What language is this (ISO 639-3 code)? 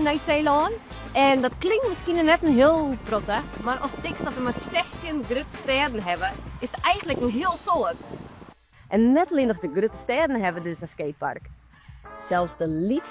fry